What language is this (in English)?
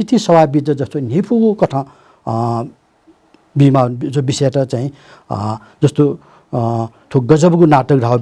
Newari